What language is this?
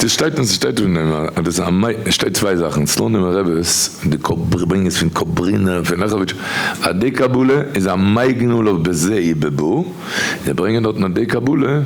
Yiddish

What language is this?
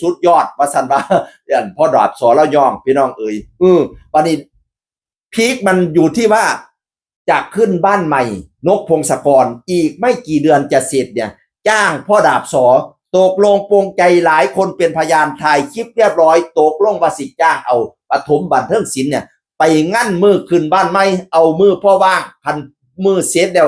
Northeastern Thai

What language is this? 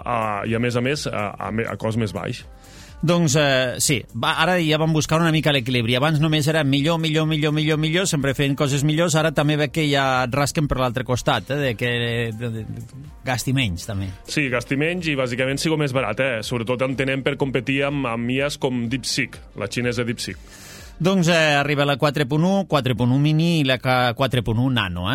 Catalan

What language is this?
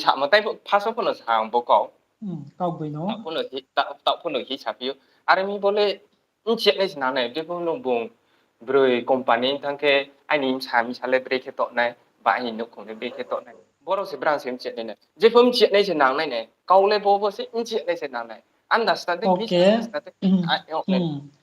Riang (India)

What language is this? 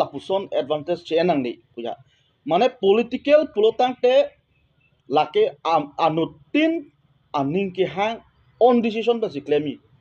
Karbi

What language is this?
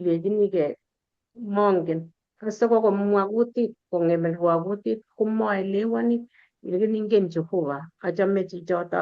Kalenjin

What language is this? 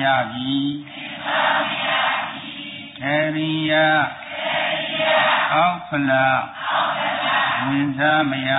Burmese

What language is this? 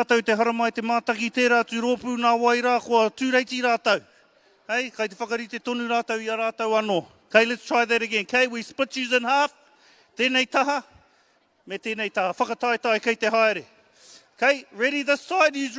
Māori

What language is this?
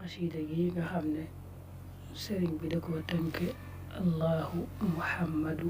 Wolof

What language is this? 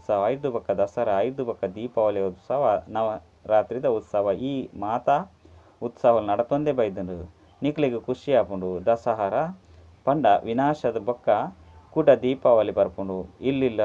Tulu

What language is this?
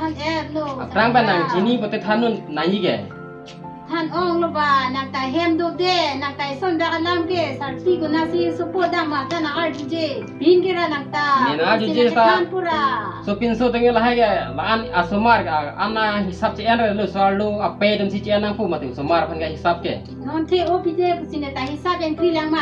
Karbi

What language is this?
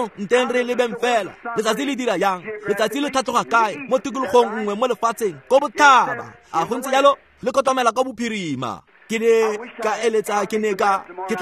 Tswana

